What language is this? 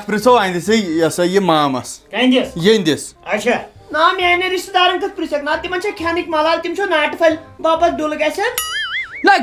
Kashmiri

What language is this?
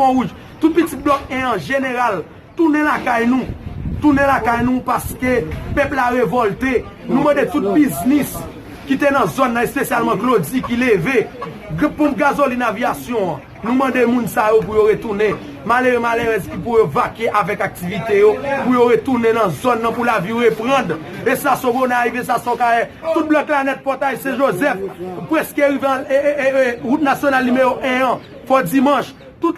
Haitian Creole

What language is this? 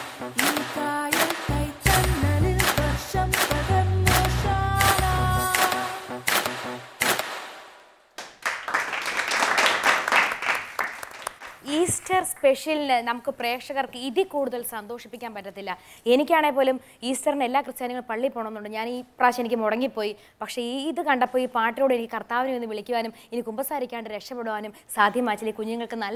Malayalam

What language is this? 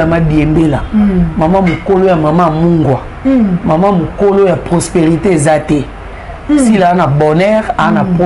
Lingala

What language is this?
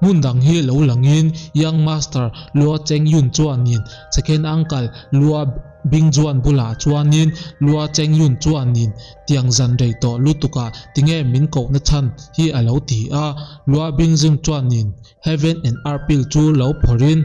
Mizo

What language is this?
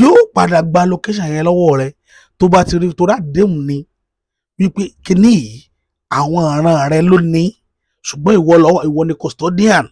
Yoruba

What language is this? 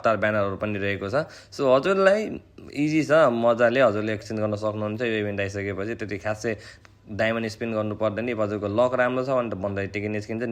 Nepali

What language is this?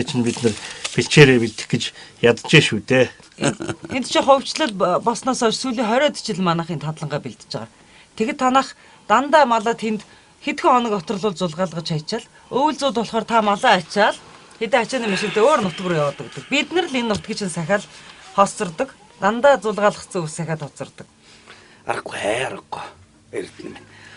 Mongolian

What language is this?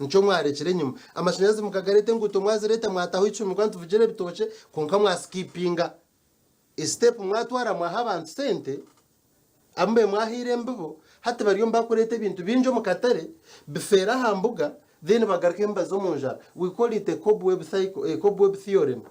Nyankole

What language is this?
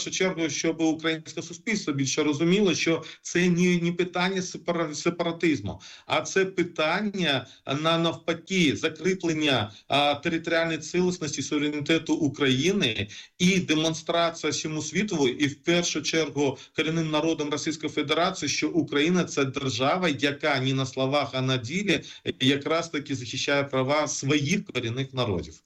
Ukrainian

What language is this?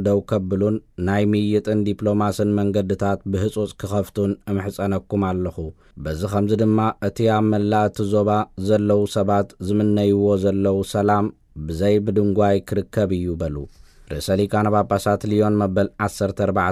Tigrinya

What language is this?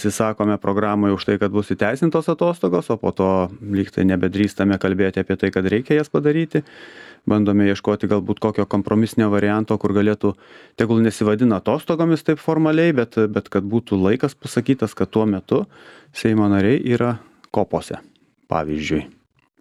Lithuanian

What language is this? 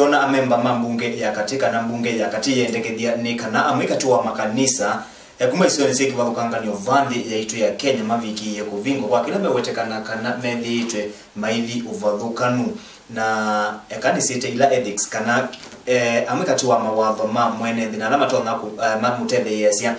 Kamba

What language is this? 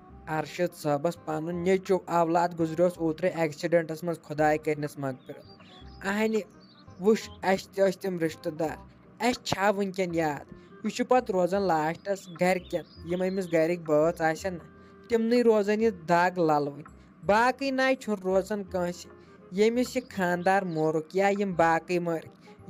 Kashmiri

